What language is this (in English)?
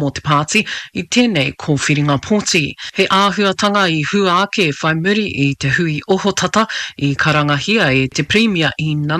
Māori